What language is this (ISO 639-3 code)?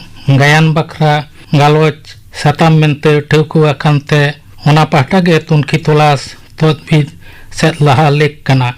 sat